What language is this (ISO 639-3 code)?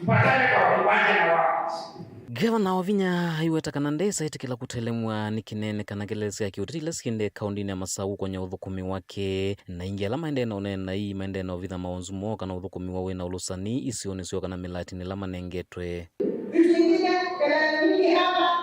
kam